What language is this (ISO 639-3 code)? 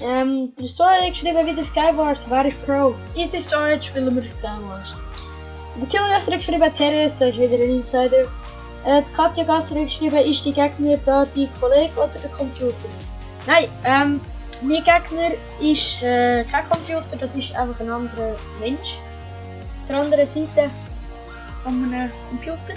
gsw